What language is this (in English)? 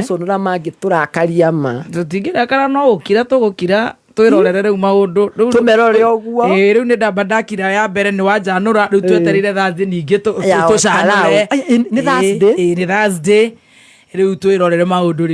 Kikuyu